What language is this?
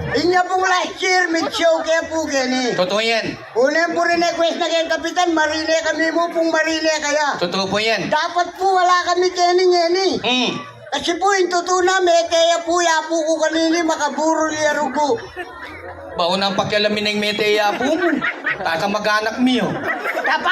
Pampanga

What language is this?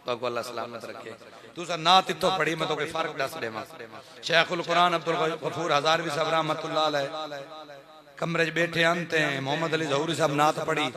Saraiki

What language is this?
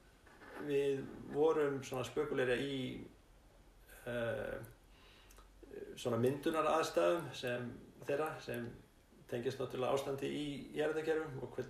Icelandic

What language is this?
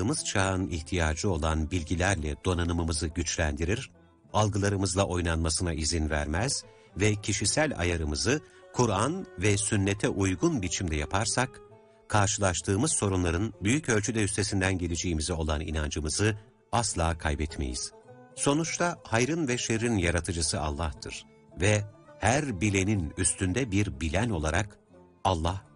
Turkish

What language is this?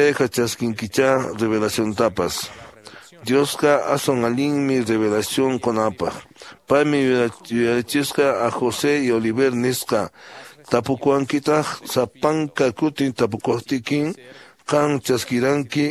Quechua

